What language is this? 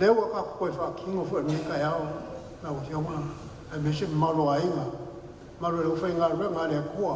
Samoan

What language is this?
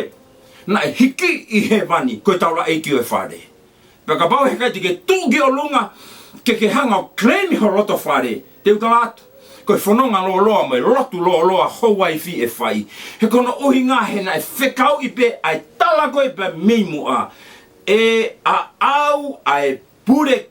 Tongan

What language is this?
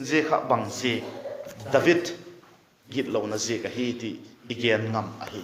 Vaiphei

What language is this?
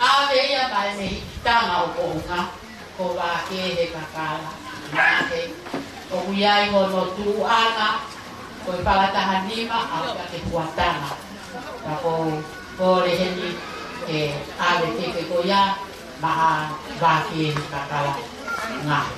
Tongan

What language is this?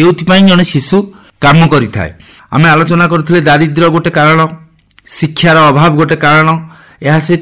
Odia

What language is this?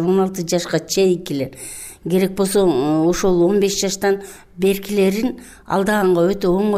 Kyrgyz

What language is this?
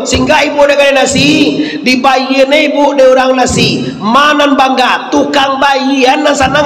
Minangkabau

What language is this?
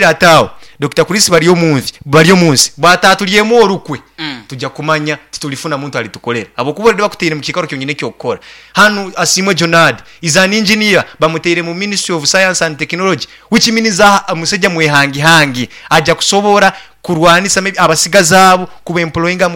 Nyoro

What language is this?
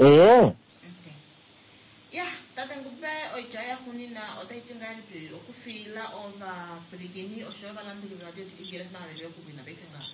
Kuanyama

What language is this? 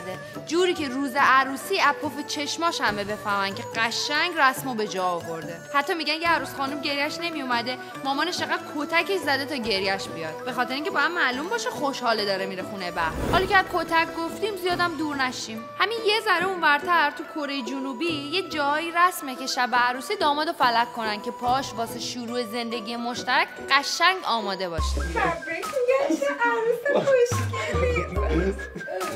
Persian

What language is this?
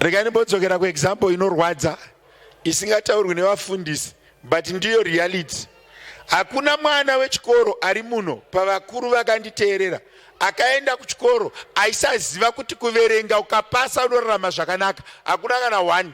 Shona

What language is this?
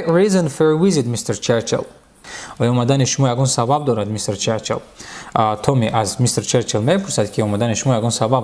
Tajik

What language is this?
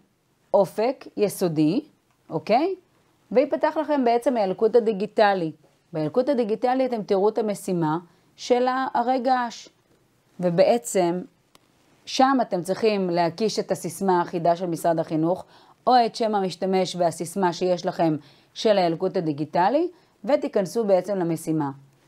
Hebrew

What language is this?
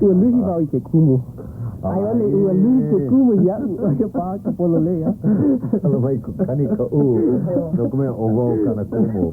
Hawaiian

